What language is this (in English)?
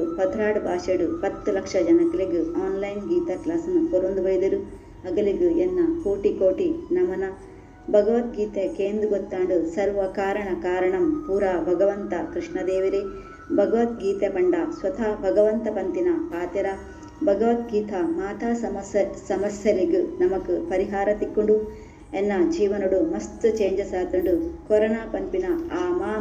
Tulu